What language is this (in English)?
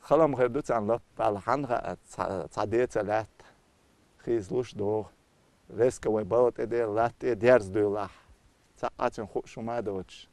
Chechen